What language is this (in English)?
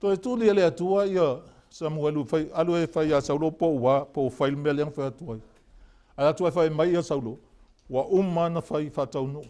Samoan